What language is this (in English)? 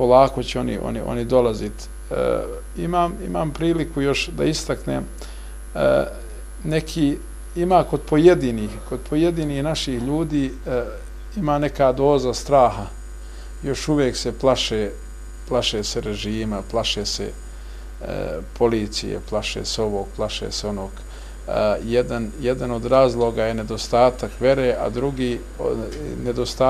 Bosnian